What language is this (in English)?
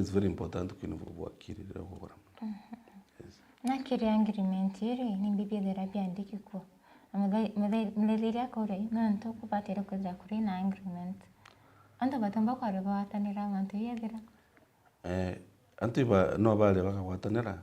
Meru